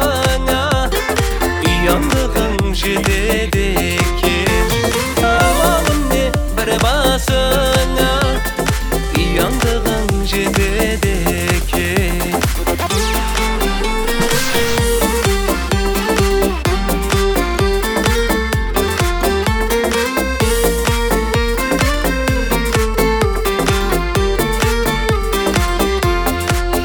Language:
Kazakh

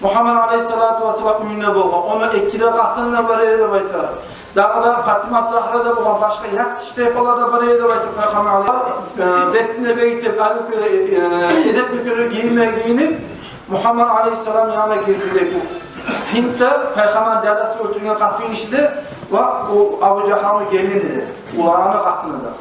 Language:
Kumyk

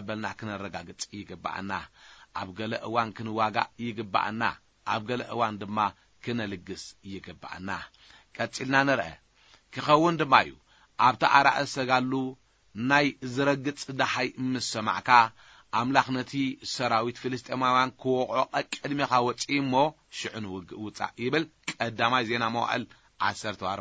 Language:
Tigrinya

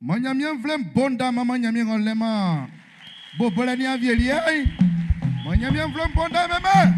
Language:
Baoulé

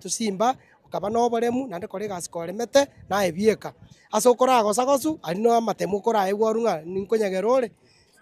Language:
Gusii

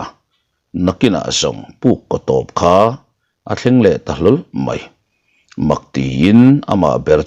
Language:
Mizo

